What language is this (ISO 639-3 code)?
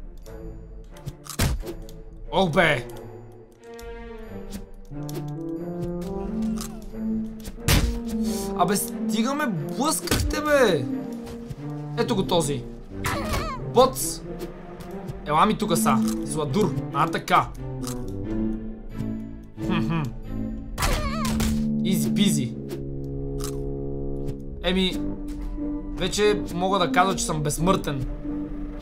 bul